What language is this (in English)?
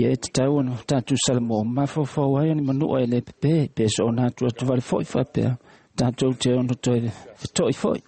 Samoan